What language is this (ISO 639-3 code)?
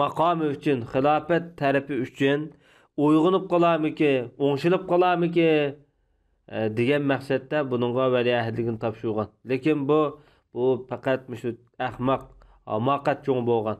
uig